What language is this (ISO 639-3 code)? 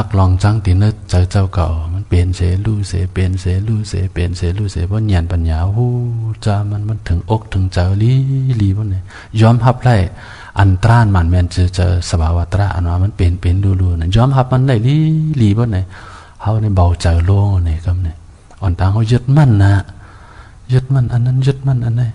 shn